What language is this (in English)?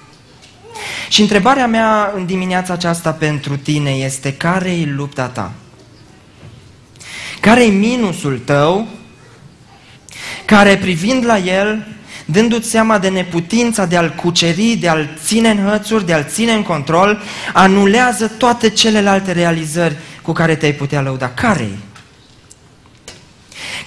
Romanian